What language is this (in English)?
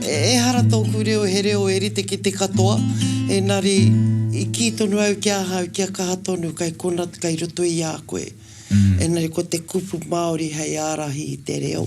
Māori